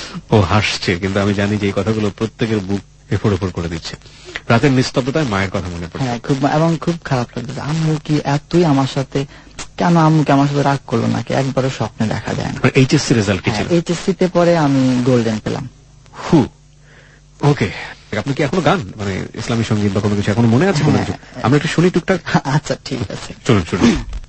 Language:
Bangla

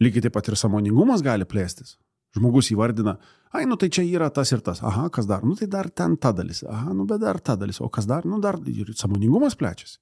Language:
Lithuanian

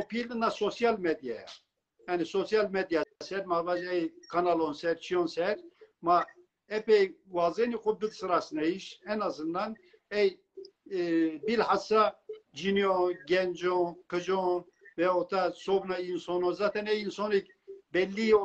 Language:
Zaza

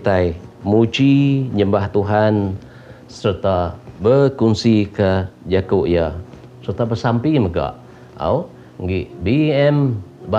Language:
Iban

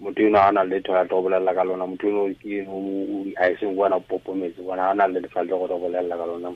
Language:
Tswana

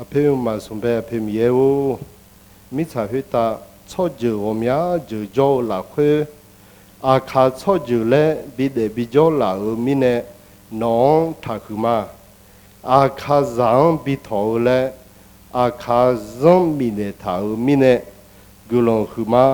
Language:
Akha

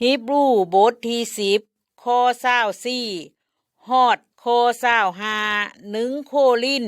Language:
Lao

